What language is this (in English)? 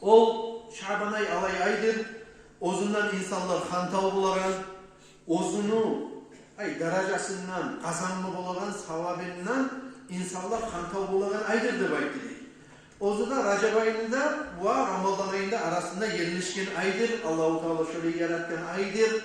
Kumyk